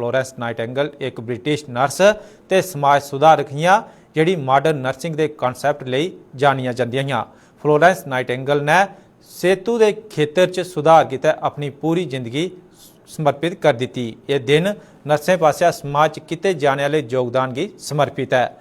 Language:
Dogri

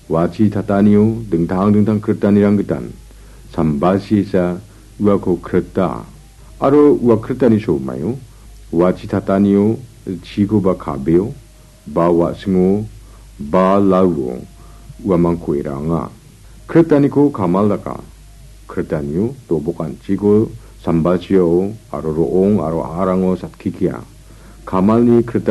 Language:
Garo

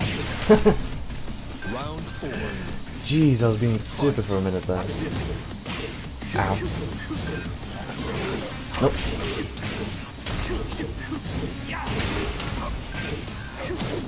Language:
English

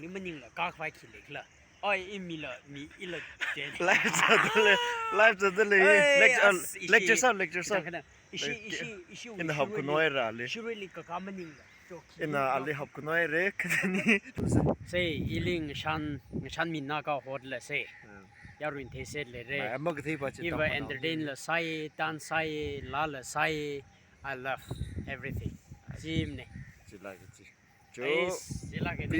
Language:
Tangkhul Naga (India)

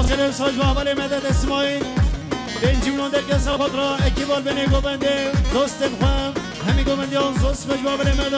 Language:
Kurdish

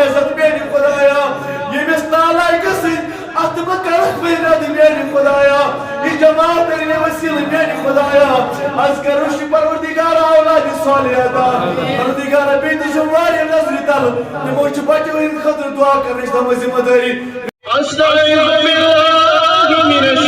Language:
Kashmiri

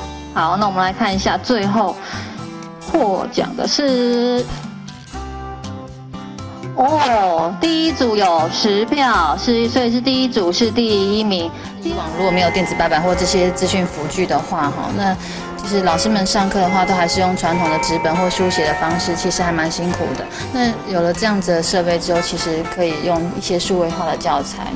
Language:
Chinese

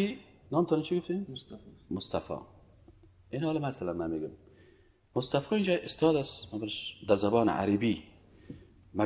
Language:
Persian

